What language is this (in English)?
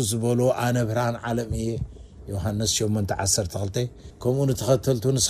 Tigrinya